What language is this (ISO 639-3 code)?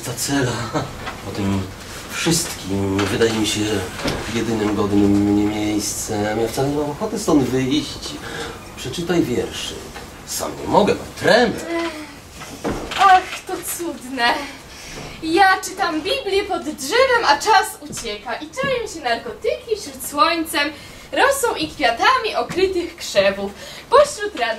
pol